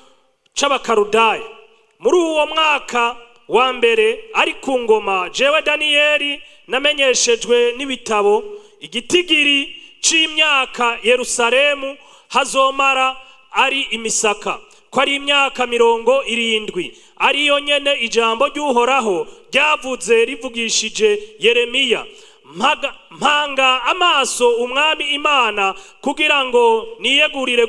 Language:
Rundi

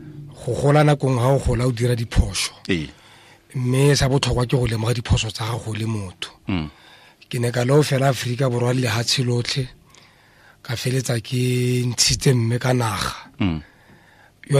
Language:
Tswana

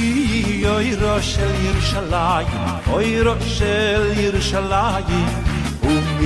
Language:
Hebrew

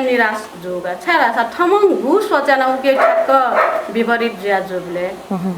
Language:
Newari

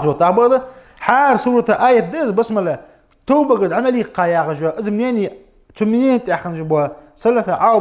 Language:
Ingush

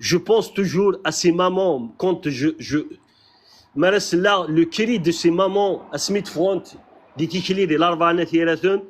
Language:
Kabyle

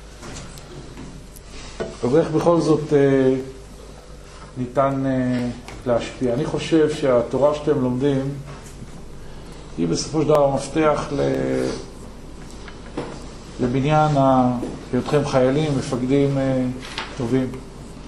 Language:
Hebrew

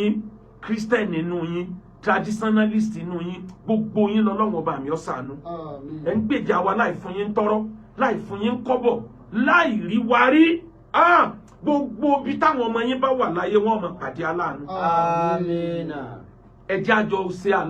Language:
Yoruba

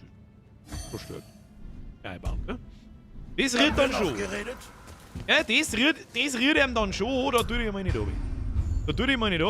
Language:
Bavarian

